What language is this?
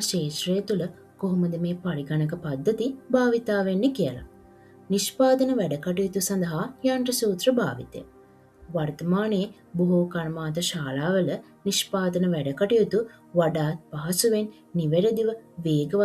Sinhala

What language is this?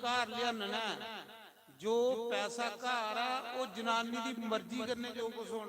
Dogri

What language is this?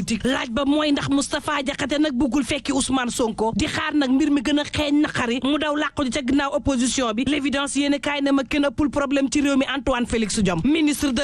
Wolof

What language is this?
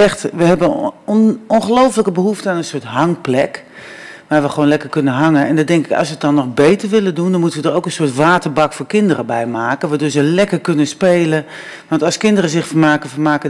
Dutch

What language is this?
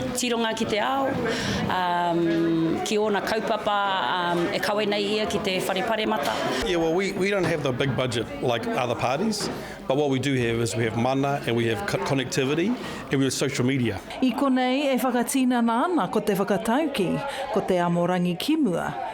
Māori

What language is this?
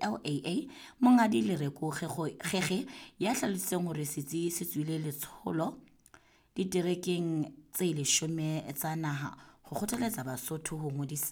Southern Sotho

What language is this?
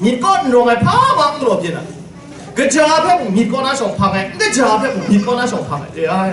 Kachin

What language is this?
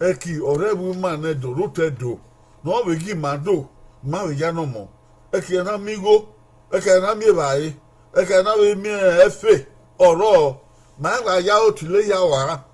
Bini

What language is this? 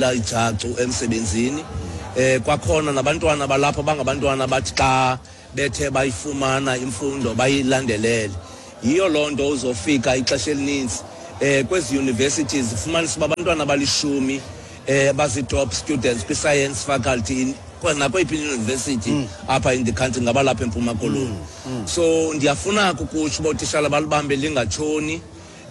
Xhosa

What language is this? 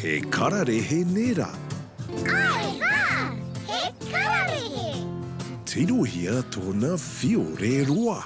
Māori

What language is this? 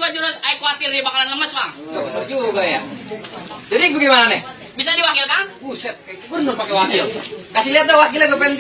Betawi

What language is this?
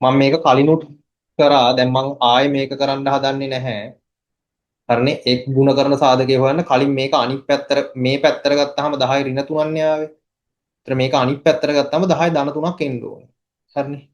Sinhala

